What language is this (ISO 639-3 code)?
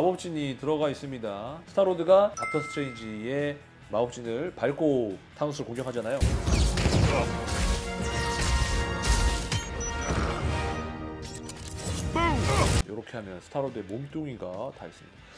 kor